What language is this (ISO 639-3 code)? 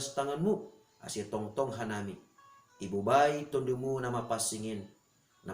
bts